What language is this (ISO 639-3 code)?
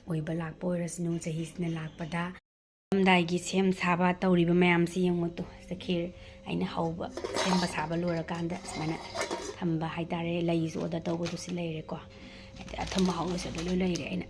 mni